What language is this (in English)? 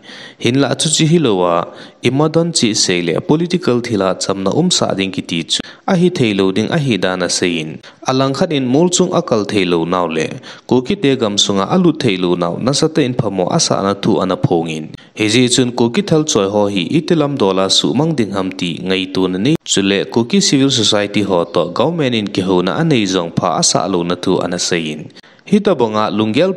Thado Chin